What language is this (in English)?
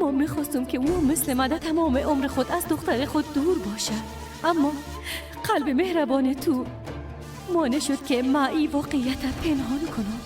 Persian